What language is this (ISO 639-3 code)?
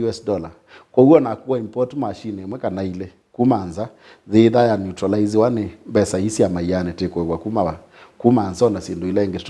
kam